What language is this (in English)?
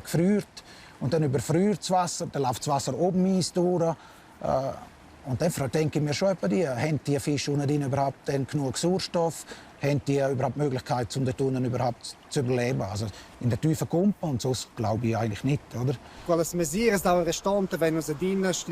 Romansh